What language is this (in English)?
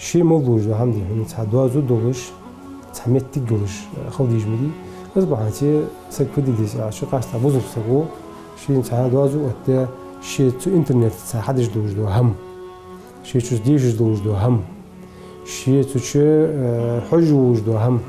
Ingush